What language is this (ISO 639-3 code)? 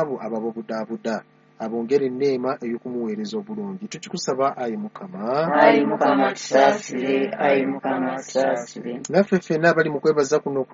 lug